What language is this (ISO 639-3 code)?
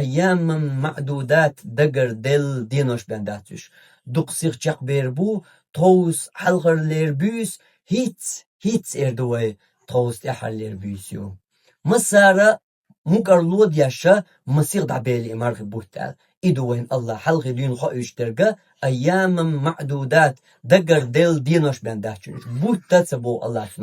che